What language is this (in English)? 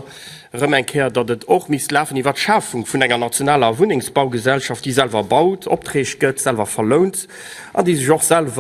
Luxembourgish